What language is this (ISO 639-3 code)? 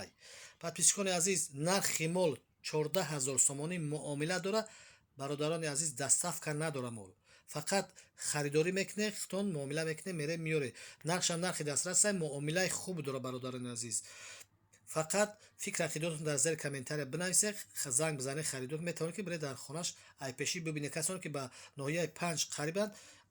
tgk